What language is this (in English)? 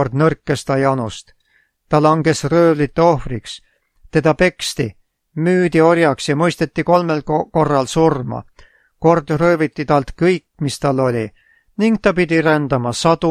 Estonian